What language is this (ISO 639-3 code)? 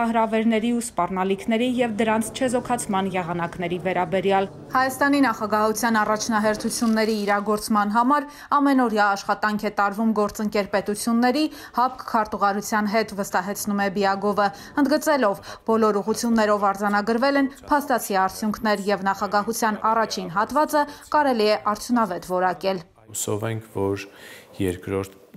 hye